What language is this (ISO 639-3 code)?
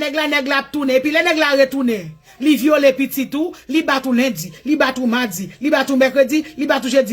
hat